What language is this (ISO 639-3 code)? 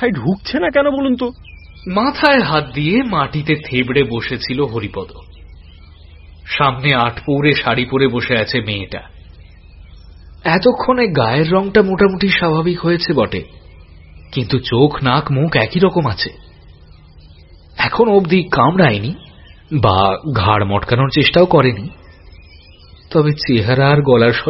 ben